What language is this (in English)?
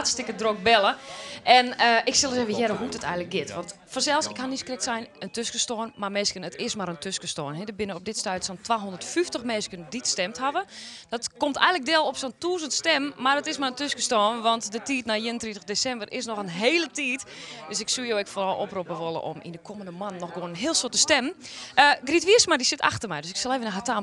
Western Frisian